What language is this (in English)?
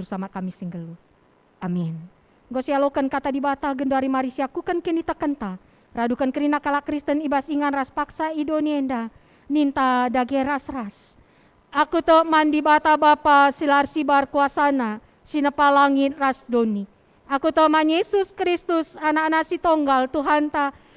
Batak Karo